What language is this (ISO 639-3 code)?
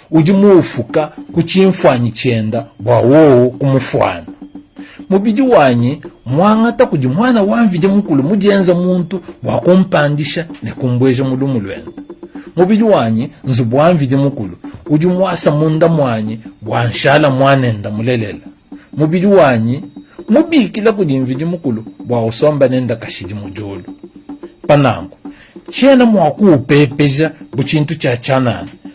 lua